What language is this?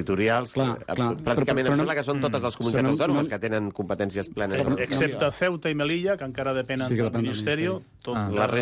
Catalan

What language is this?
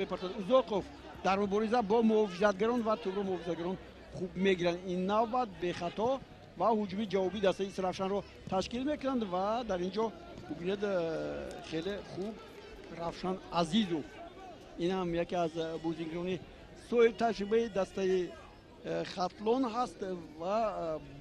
Tajik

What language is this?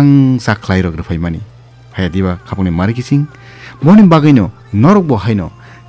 Kok Borok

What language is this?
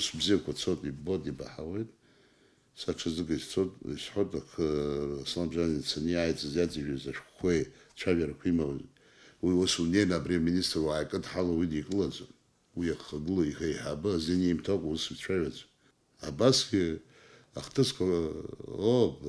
Abkhazian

